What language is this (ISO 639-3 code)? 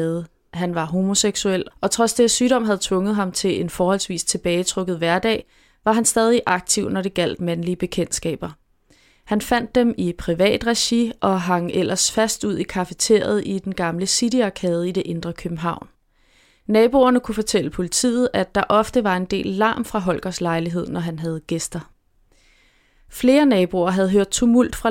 dan